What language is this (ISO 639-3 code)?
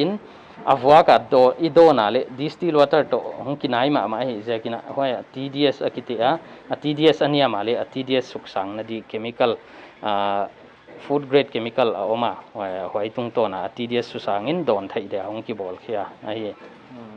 pck